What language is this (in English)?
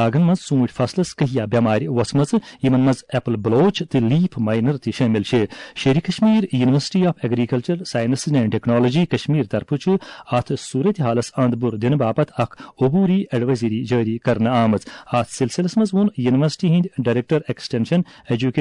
Kashmiri